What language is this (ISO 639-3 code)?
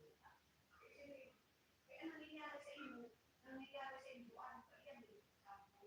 bik